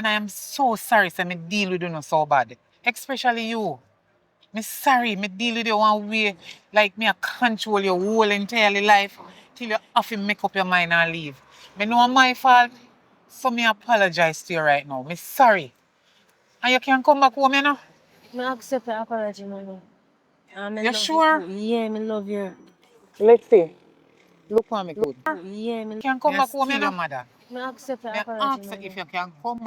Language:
Jamaican Creole English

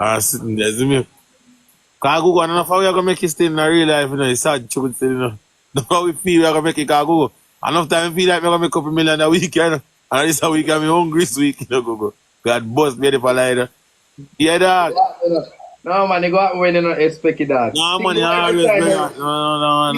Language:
Jamaican Creole English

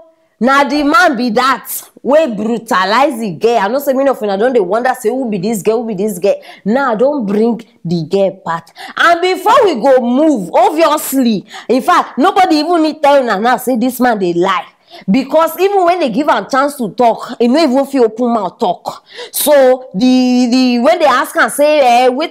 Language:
Nigerian Pidgin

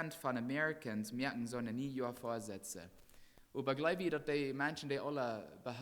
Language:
Plautdietsch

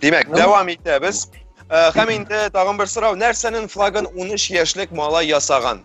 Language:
Tatar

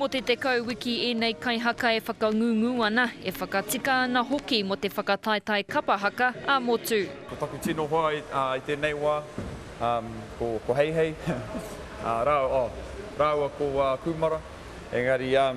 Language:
Māori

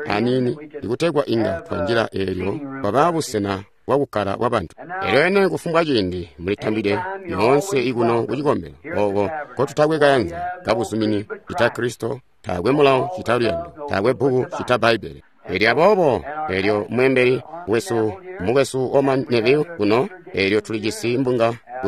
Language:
Tonga (Zambia)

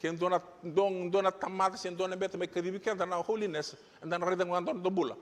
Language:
Fijian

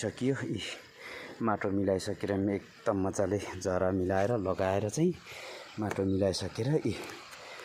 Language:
Nepali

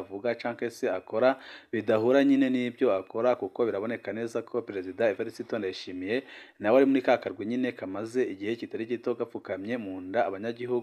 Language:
Rundi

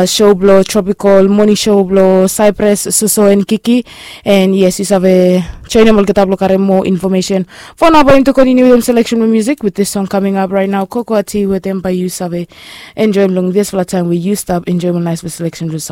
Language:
Bislama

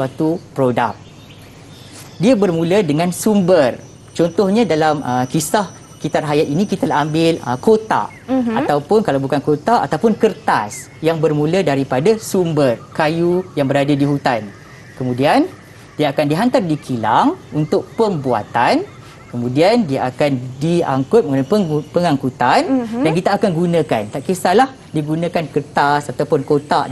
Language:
Malay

